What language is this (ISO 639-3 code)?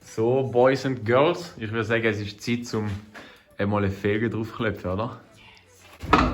gsw